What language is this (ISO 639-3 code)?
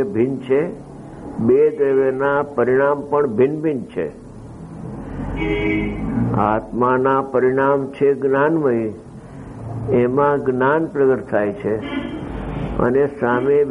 guj